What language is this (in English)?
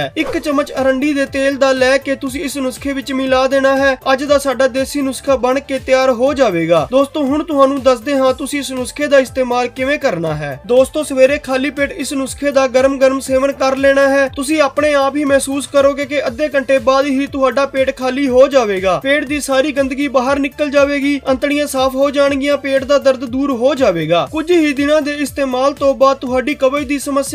Punjabi